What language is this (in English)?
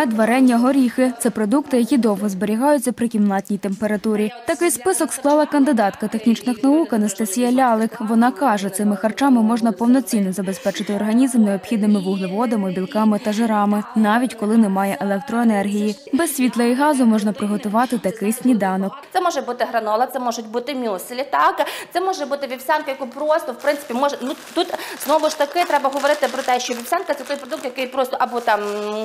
Ukrainian